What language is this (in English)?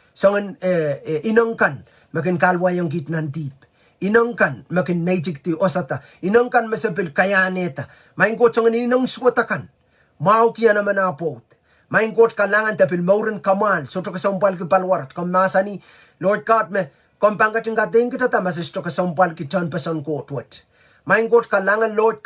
Pohnpeian